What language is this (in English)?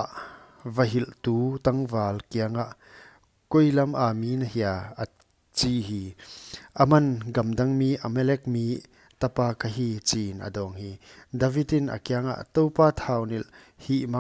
Paite Chin